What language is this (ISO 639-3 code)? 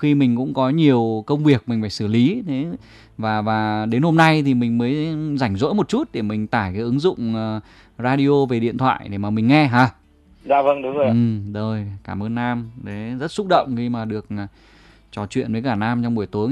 vie